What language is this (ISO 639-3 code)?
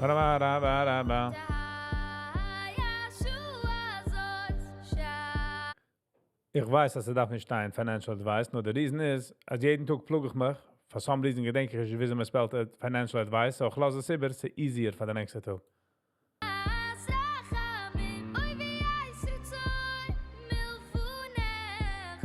yid